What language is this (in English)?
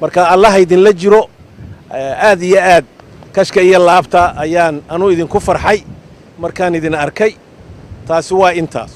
Somali